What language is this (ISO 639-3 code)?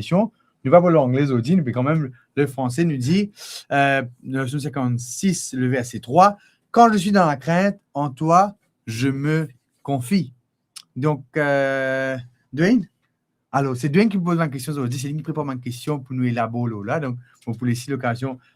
mfe